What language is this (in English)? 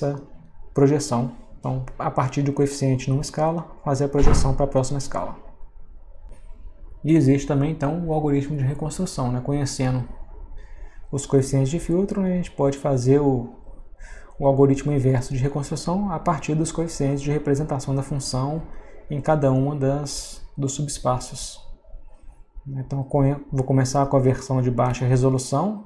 Portuguese